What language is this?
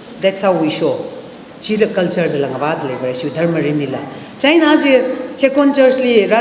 Tangkhul Naga (India)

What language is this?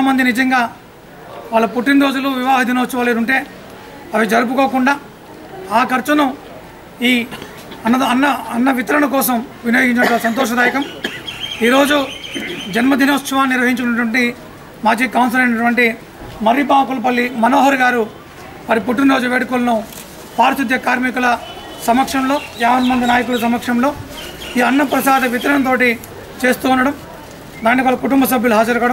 Telugu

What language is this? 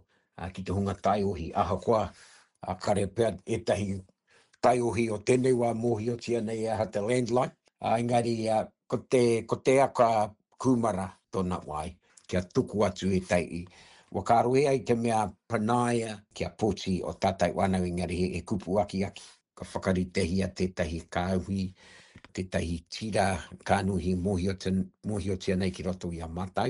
Māori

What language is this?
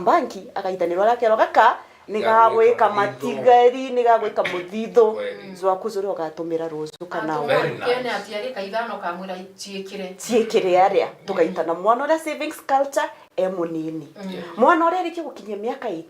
Meru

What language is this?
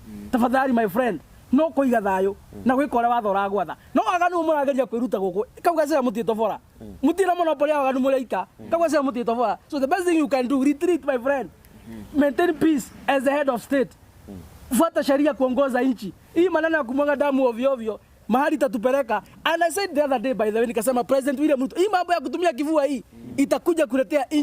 Kikuyu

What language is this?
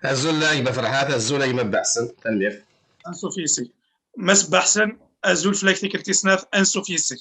Kabyle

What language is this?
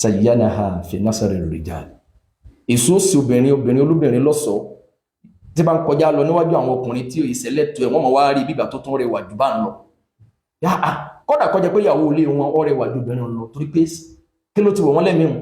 Yoruba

